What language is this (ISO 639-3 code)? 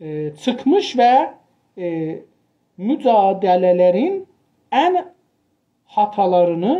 azb